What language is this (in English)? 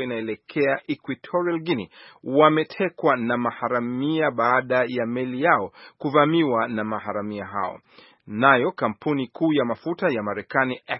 Swahili